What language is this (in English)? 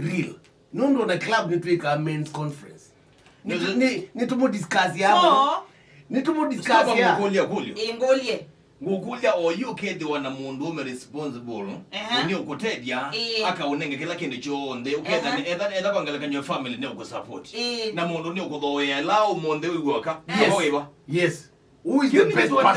Kamba